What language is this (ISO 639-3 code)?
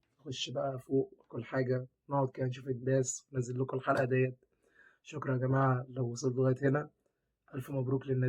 arz